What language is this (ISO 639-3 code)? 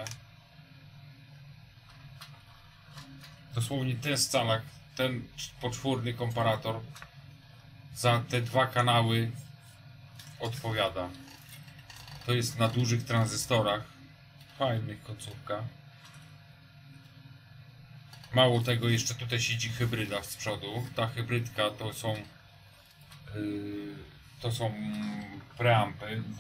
pol